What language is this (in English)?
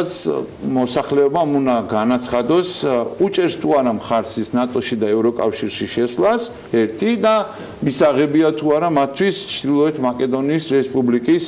Georgian